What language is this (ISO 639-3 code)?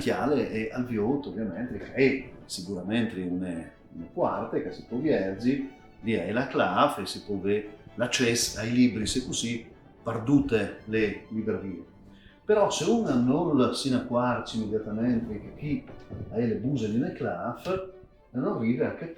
fur